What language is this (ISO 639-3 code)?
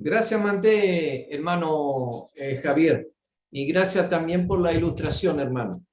grn